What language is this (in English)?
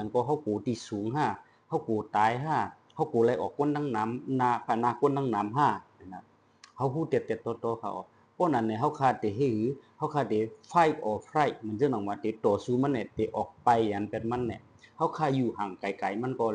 Shan